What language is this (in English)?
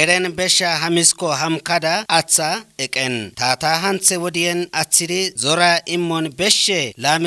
Kafa